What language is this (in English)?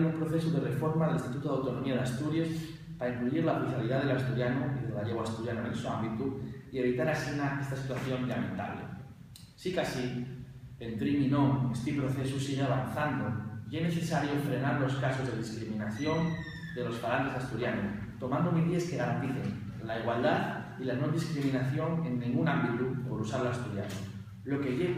Asturian